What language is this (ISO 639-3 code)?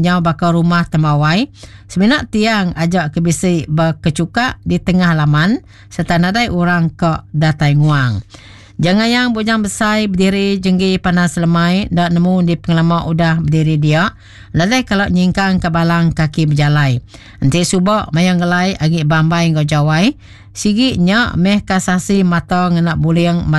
iba